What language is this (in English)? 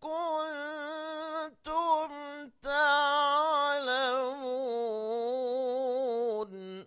Divehi